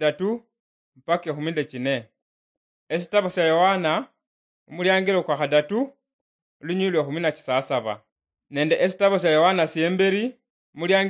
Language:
Luyia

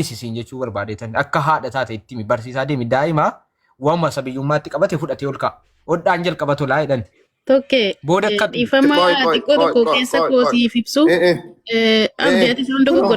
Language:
Oromo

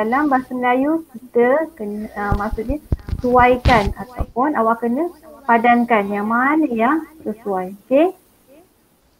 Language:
Malay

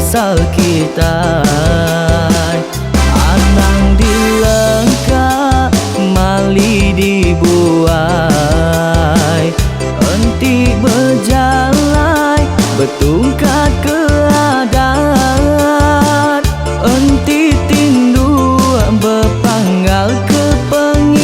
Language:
Iban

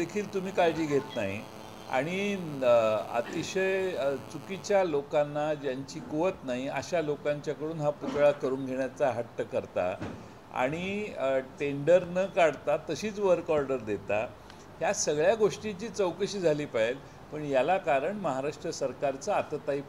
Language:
Marathi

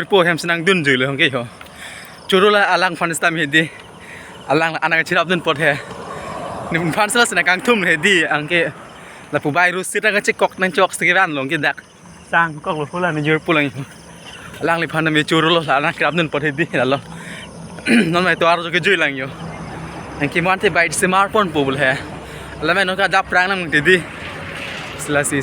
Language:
Karbi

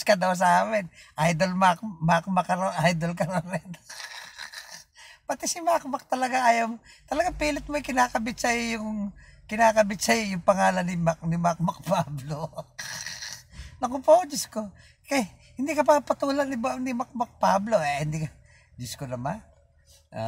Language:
Filipino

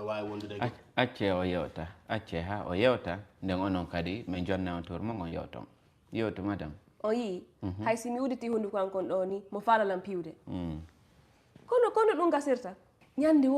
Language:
Fula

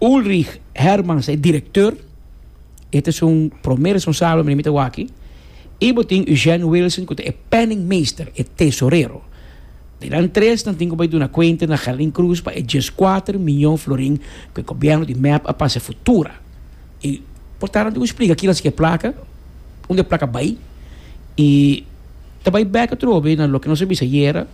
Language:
Papiamento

